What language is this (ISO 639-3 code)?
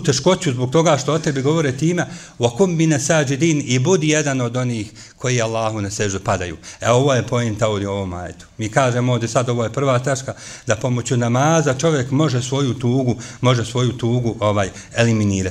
bos